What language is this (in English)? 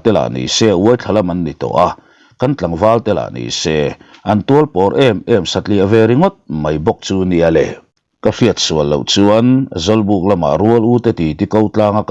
Mizo